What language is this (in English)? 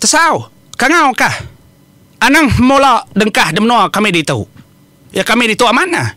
Iban